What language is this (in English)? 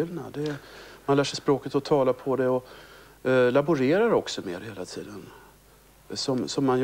Swedish